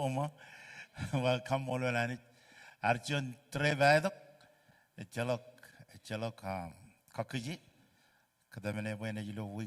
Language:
Marshallese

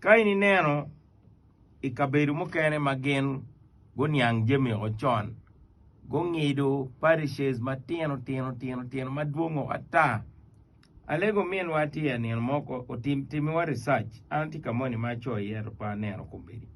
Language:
Acoli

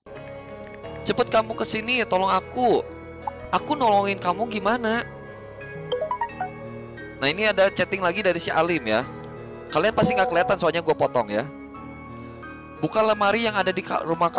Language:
Indonesian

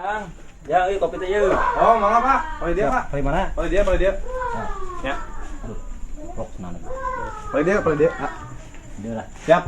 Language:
Sundanese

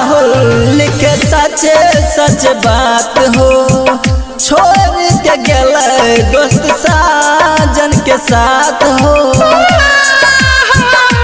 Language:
Bhojpuri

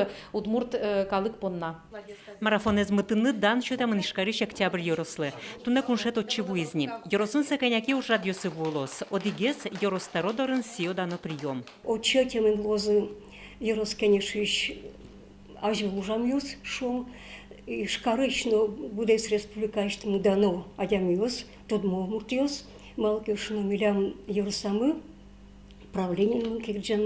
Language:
Udmurt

